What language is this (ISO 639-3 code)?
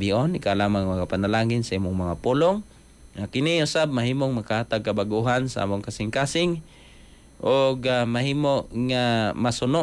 ceb